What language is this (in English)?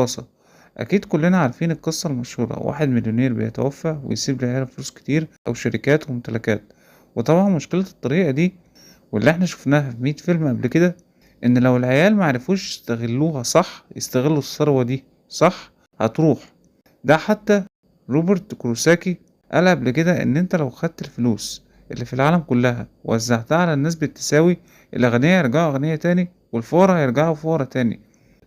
Egyptian Arabic